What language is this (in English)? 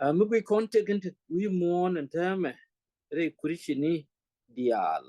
Nuer